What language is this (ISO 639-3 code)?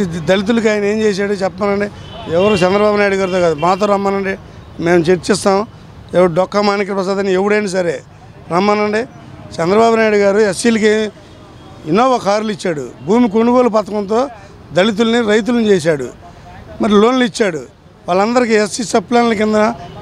tel